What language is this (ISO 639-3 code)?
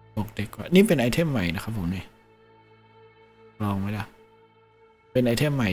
tha